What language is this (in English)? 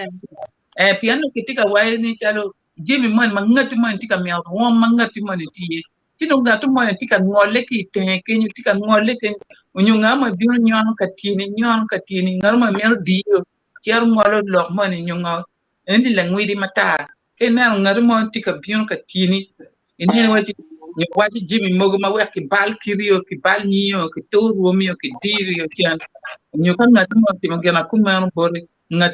Acoli